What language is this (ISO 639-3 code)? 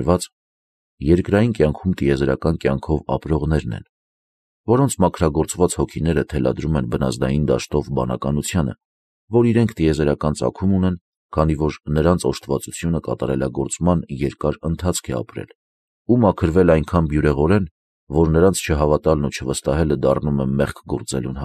hye